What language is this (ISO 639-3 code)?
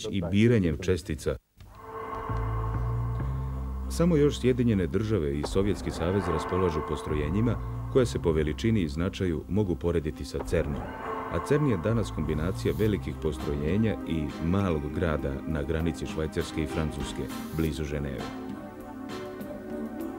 srp